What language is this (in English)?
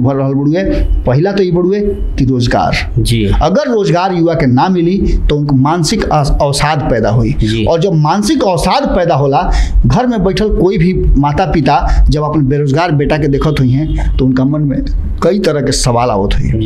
Bhojpuri